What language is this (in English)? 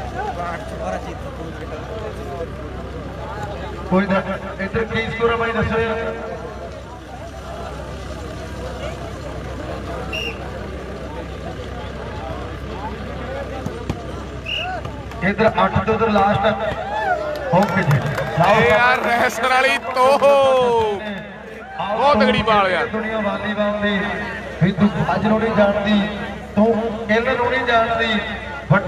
Punjabi